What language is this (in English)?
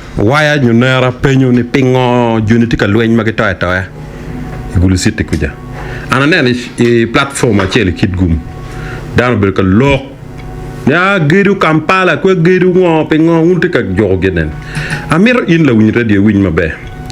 Acoli